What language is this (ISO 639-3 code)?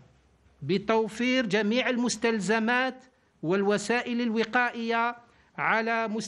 ara